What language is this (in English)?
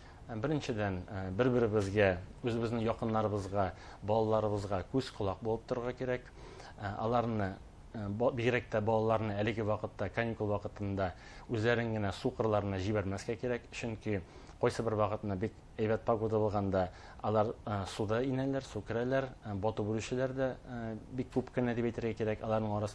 Bashkir